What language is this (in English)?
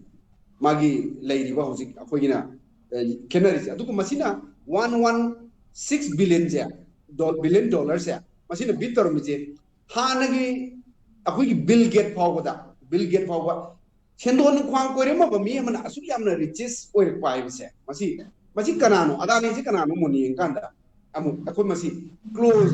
Manipuri